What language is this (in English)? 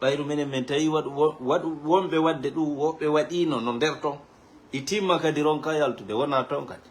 Fula